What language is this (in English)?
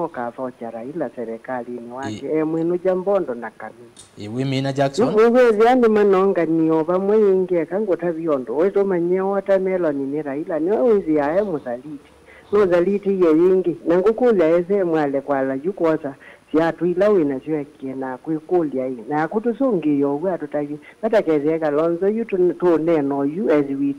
Kamba